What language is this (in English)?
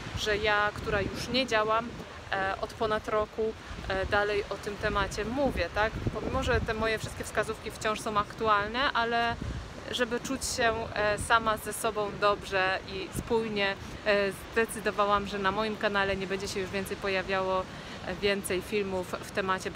Polish